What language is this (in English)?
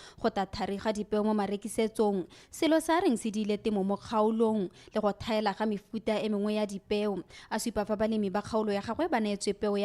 Tswana